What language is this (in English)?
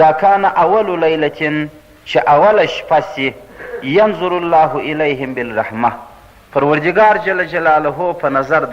Pashto